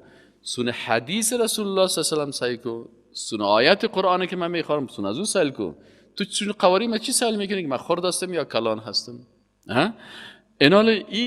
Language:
Persian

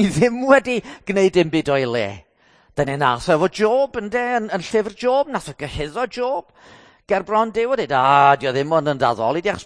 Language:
Welsh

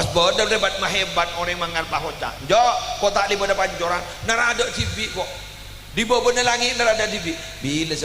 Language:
Madurese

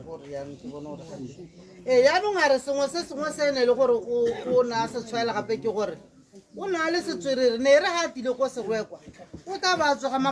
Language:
Tswana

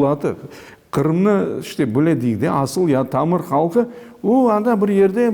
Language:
Crimean Tatar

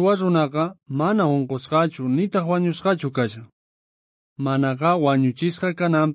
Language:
South Bolivian Quechua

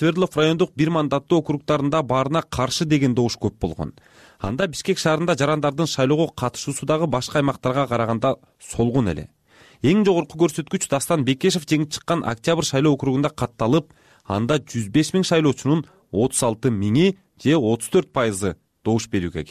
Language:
Kyrgyz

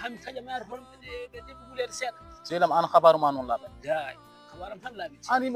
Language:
Fula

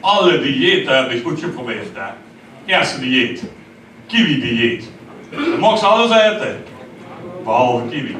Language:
Limburgish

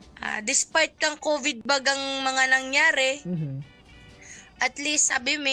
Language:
Bikol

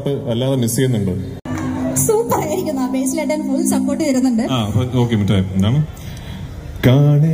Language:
Malayalam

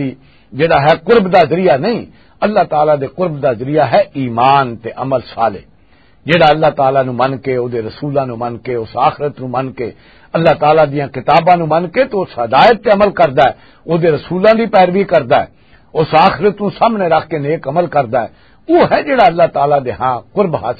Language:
Western Panjabi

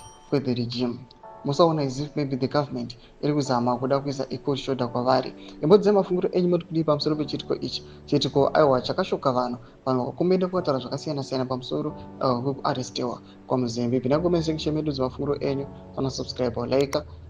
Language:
Shona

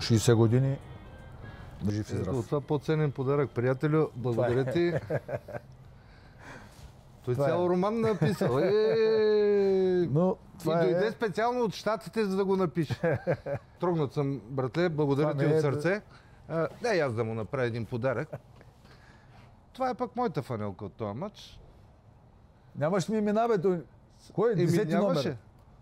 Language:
Bulgarian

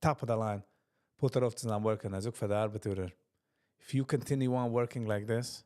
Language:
Yiddish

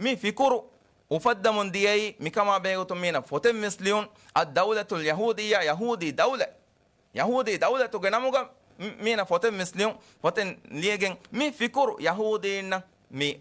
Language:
Divehi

